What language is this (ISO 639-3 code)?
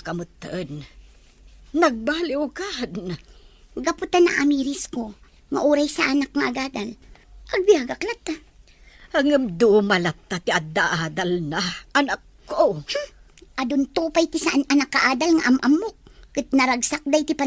ilo